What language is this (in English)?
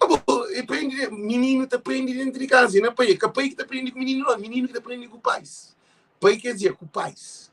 Kabuverdianu